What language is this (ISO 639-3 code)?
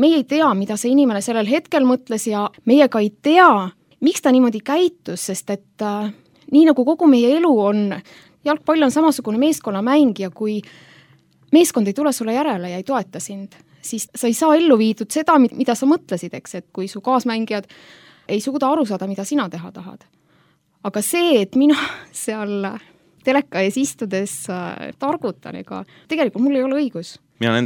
est